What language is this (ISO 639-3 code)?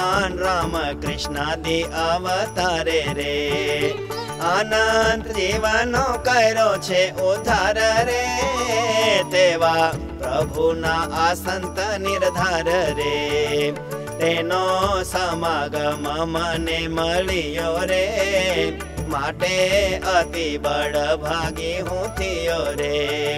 guj